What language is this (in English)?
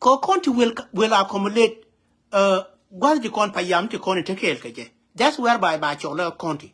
Nuer